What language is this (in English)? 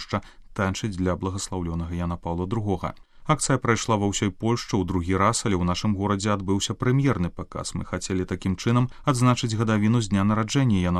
Belarusian